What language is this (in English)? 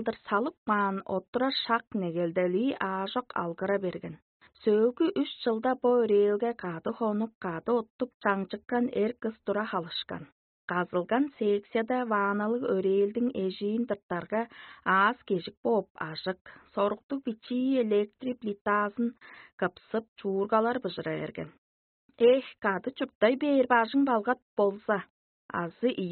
Tuvinian